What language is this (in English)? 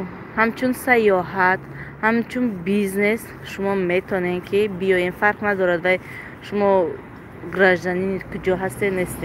Tajik